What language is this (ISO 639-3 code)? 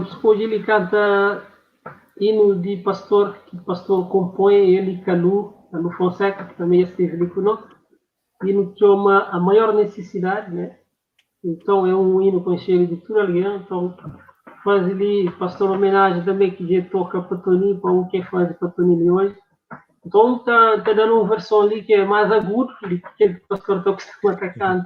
kea